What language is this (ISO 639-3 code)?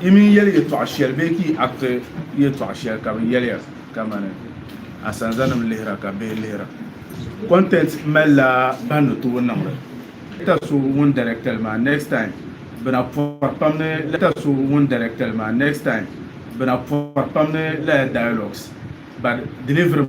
dag